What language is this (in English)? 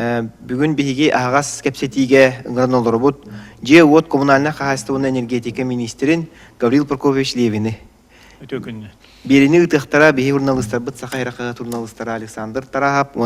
Yakut